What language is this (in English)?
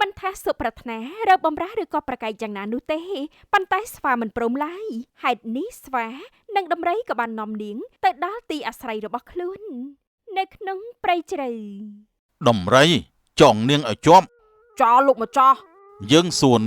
Khmer